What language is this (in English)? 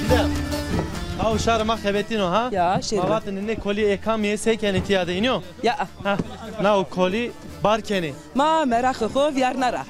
Zaza